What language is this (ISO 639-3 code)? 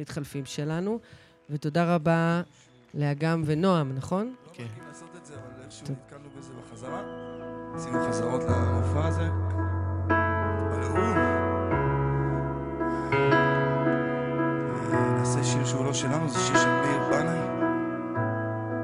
heb